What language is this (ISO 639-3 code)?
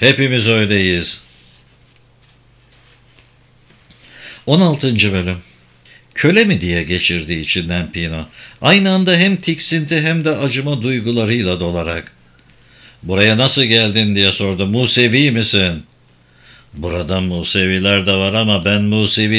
tur